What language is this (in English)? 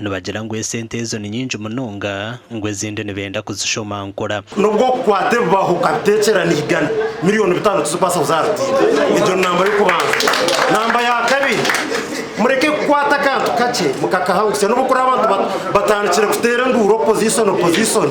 Nyankole